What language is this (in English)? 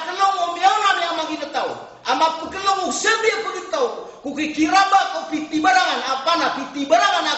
Maranao